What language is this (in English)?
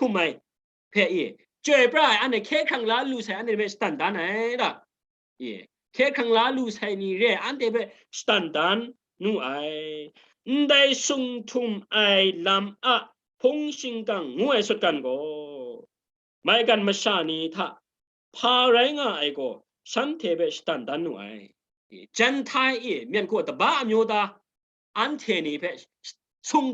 Kachin